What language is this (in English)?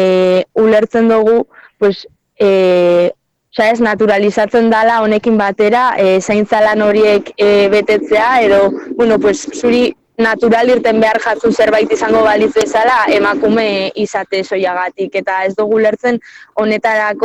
Basque